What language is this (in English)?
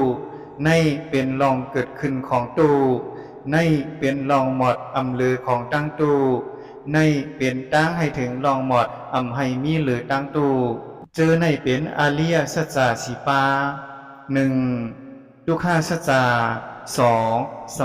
Shan